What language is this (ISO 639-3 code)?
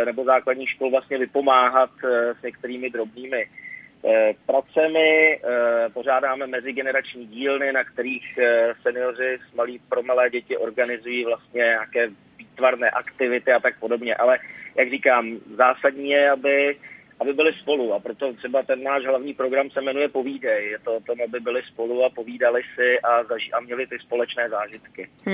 ces